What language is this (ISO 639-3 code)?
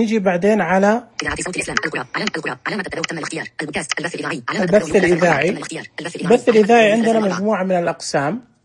ars